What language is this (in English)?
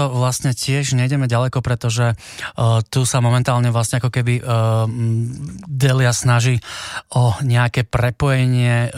Slovak